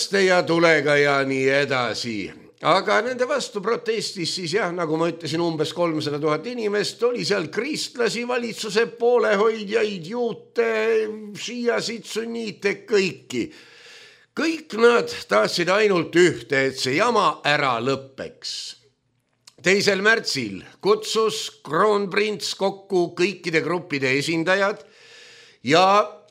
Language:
Estonian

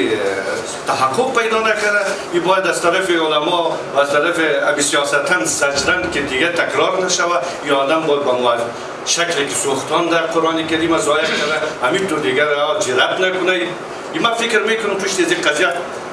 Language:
Persian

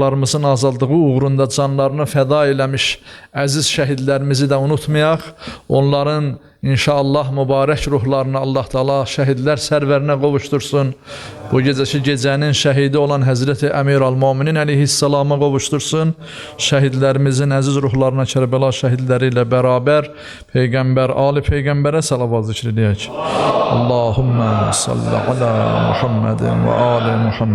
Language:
Azerbaijani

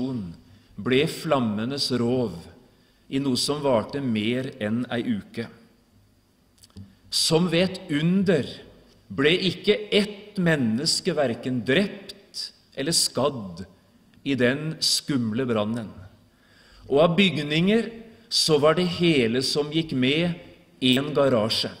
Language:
Norwegian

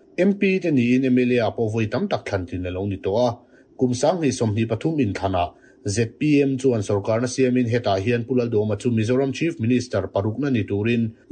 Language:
Mizo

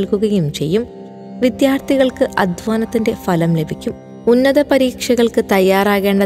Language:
Malayalam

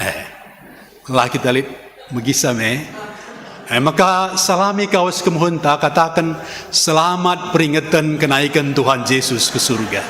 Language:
Batak Karo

